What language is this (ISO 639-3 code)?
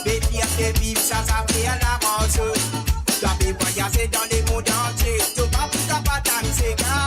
mfe